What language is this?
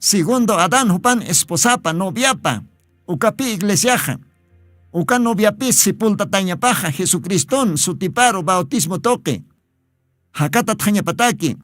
Aymara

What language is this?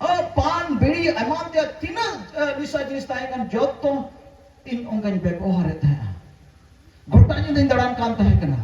Santali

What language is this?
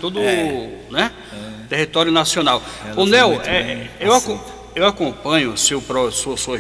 Portuguese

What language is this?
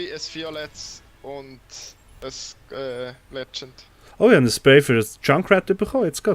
Swiss German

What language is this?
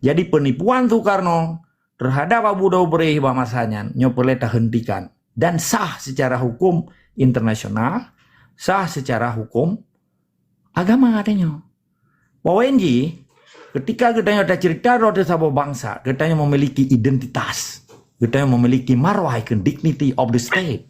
Achinese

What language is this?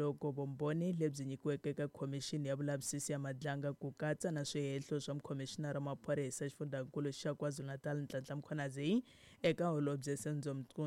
Tsonga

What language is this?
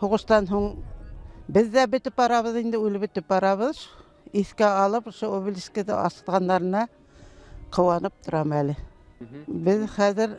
Bashkir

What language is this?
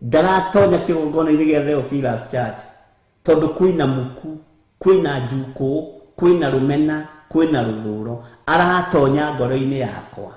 Kikuyu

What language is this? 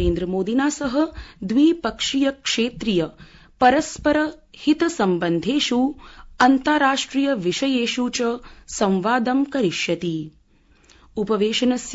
Sanskrit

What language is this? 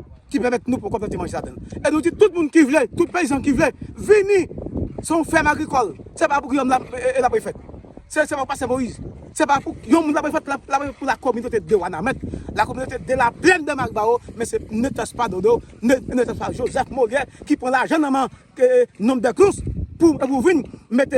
Haitian Creole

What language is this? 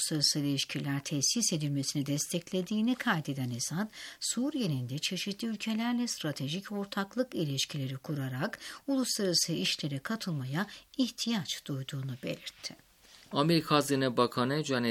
Turkish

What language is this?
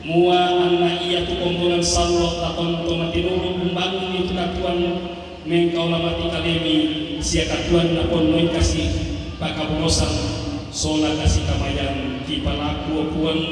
Toraja-Sa'dan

